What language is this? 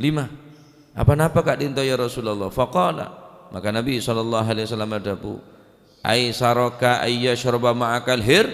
Madurese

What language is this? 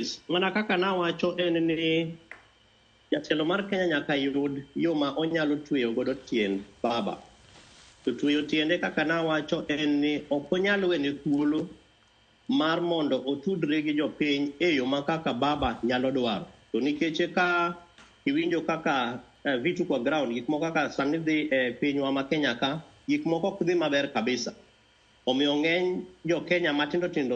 Luo (Kenya and Tanzania)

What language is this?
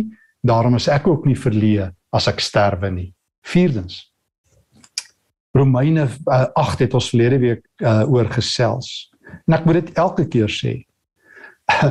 Afrikaans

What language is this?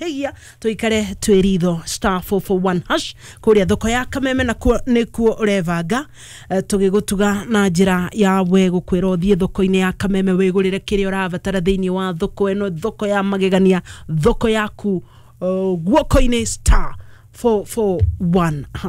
Kikuyu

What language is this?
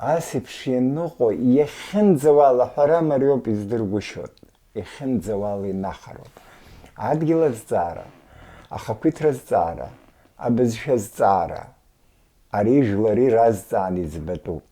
Abkhazian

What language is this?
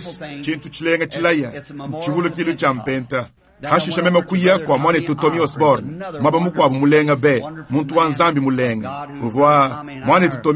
Luba-Lulua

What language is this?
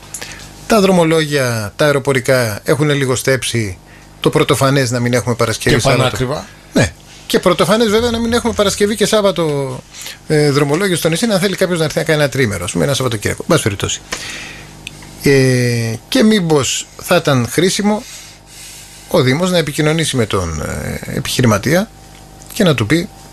Greek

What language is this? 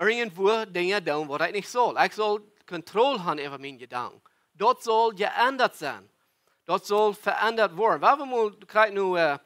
Plautdietsch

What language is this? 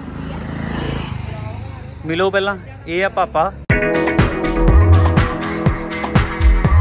Punjabi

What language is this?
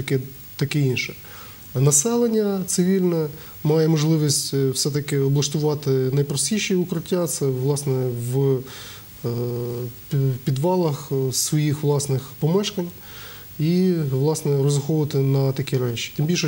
Ukrainian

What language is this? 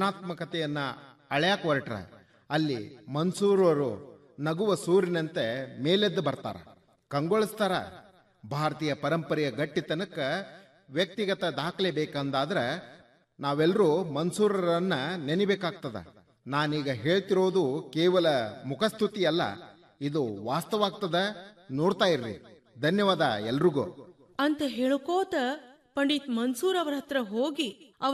Kannada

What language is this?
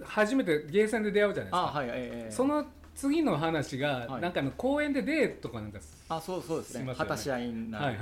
Japanese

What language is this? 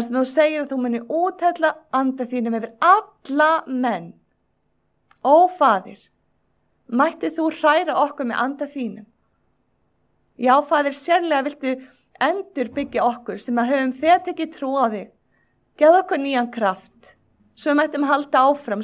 Icelandic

